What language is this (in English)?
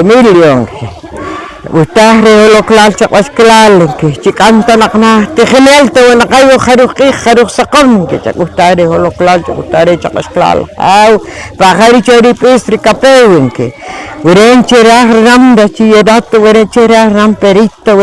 Poqomchi'